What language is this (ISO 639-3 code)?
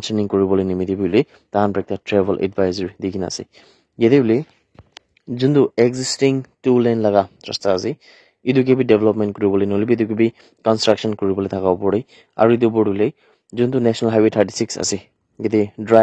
nag